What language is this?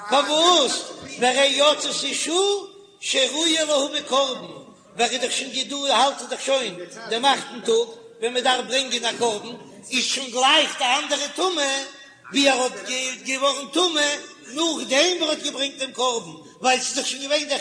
Yiddish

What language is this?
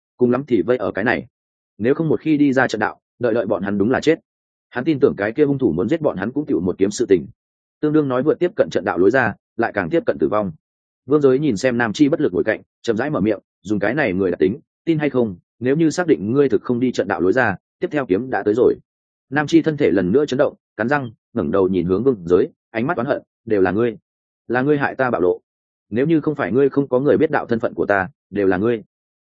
Vietnamese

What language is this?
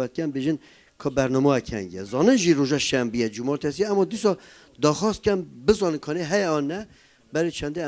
Kurdish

